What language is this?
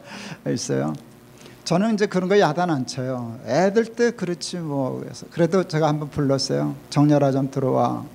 Korean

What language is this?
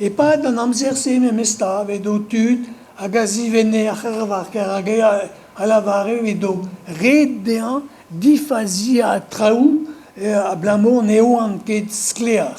Breton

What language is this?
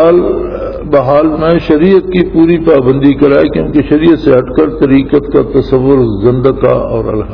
Urdu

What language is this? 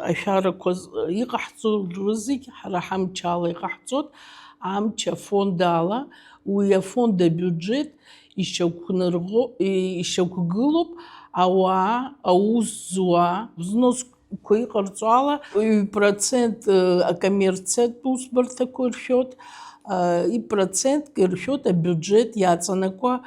Abkhazian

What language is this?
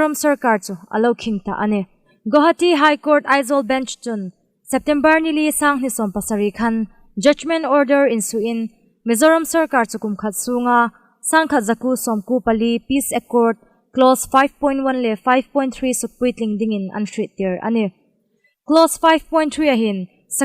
Hmar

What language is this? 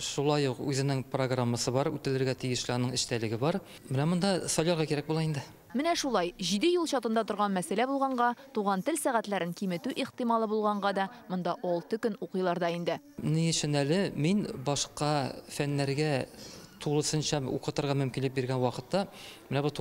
Tatar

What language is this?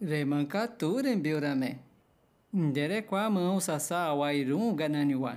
Nheengatu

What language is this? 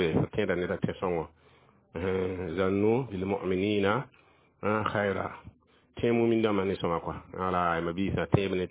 Mossi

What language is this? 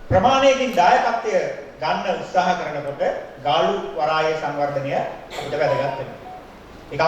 Sinhala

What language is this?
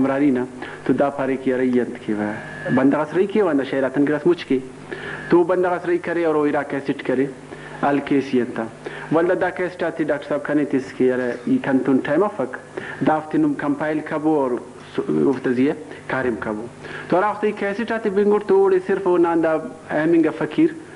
Brahui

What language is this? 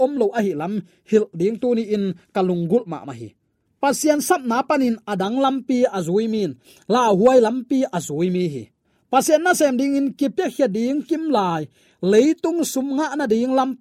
Tedim Chin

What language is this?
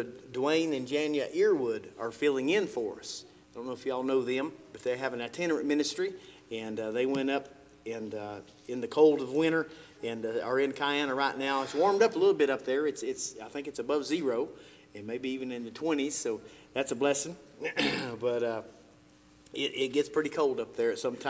English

